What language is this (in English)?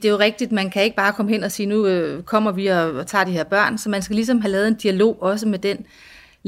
Danish